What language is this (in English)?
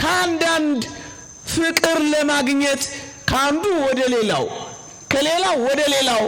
Amharic